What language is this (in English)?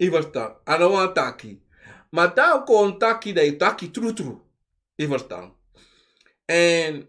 Sranan Tongo